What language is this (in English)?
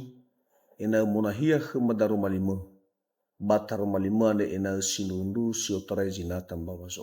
Nias